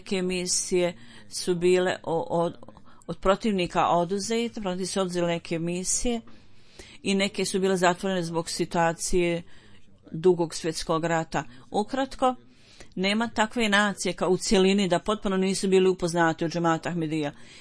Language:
Bosnian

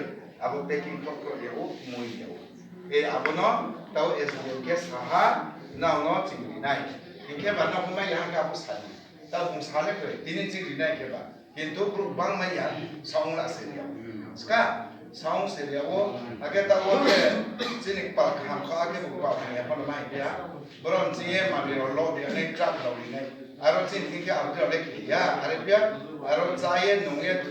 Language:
Riang (India)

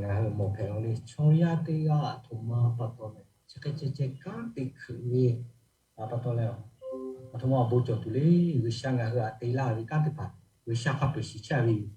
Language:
Lahu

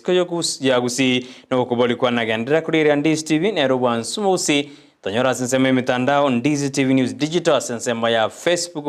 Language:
Gusii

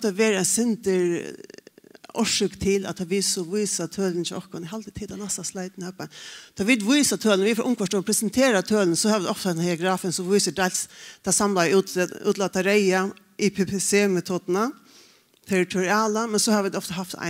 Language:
Faroese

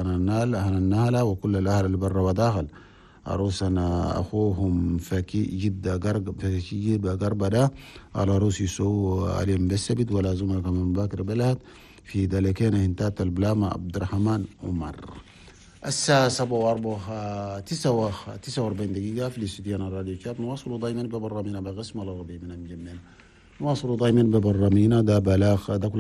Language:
Chadian Arabic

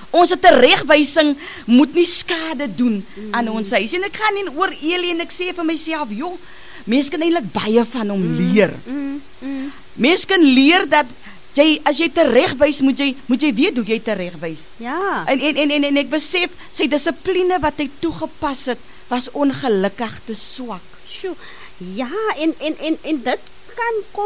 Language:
Afrikaans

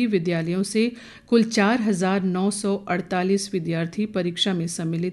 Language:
Hindi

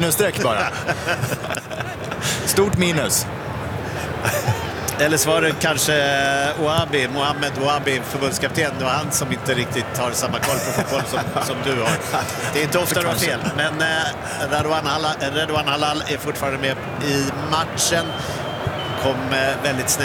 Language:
Swedish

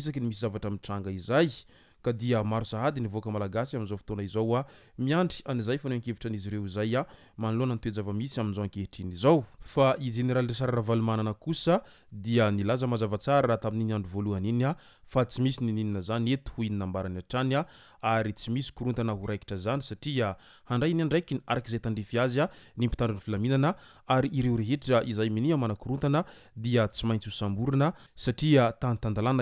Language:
Malagasy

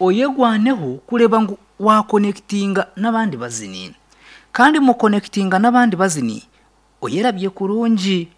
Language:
Nyankole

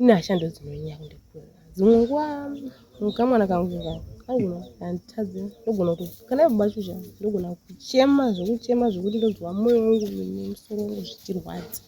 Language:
Shona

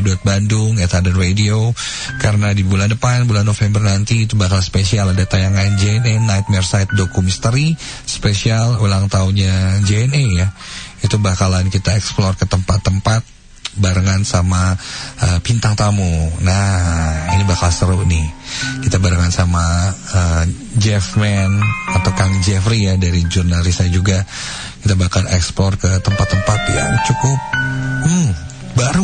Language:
Indonesian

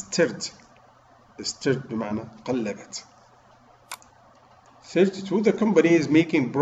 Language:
Egyptian Arabic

